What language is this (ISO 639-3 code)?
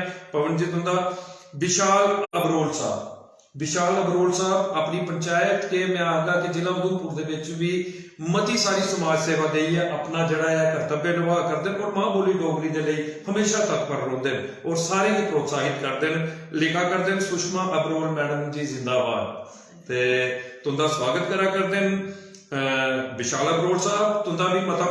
doi